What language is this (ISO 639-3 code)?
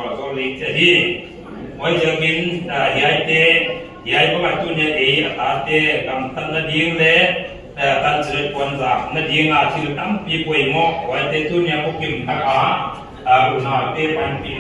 pck